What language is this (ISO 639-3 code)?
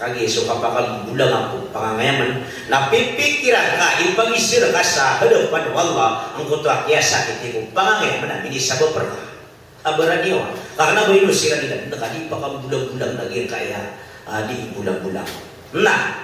mrw